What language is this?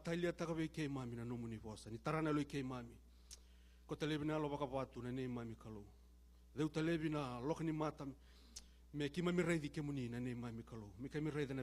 Fijian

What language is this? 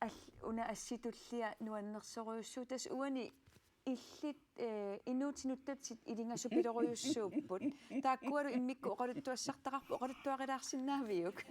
Kalaallisut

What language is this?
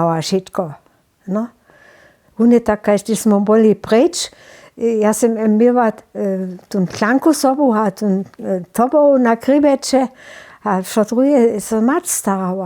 Upper Sorbian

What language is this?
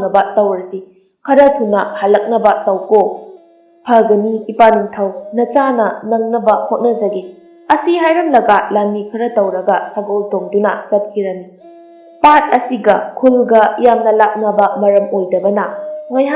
Manipuri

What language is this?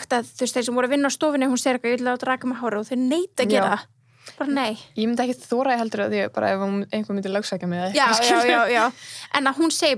Icelandic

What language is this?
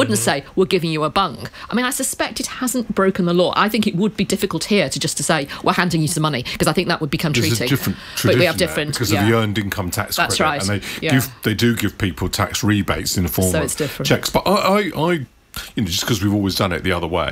English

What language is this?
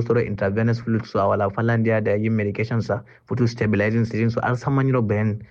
Kanuri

